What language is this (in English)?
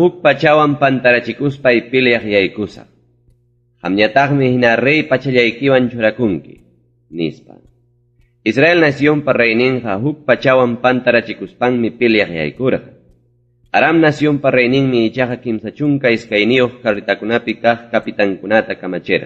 Ayacucho Quechua